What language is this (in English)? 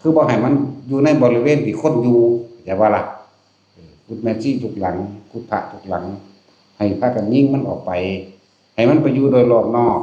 Northeastern Thai